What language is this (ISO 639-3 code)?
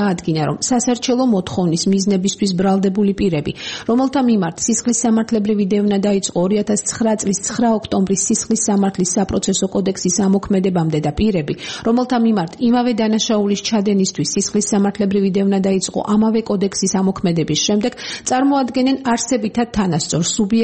kat